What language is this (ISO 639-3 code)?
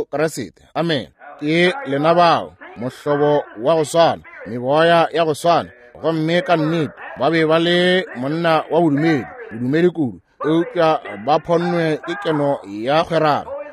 nso